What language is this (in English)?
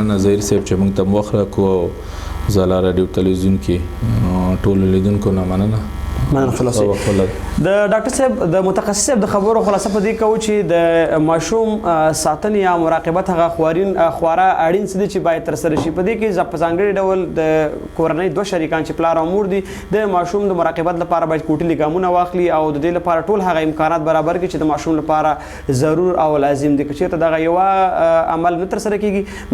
Pashto